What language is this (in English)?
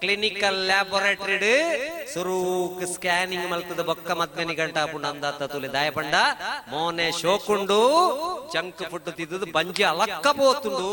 Tulu